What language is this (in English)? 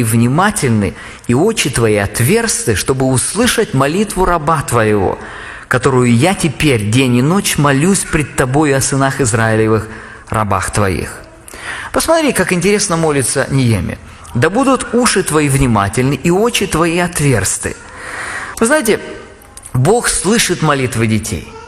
Russian